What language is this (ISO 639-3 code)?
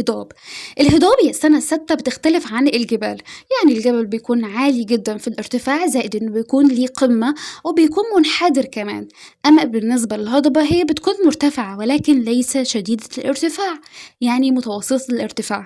arz